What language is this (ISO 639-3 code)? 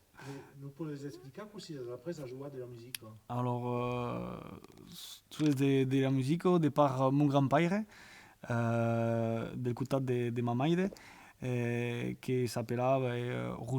oci